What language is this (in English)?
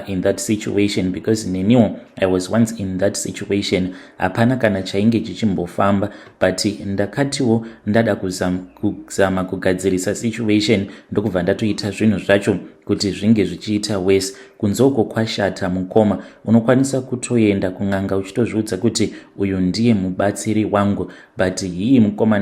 Shona